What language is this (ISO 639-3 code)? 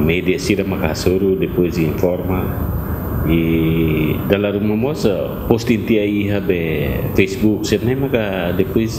tet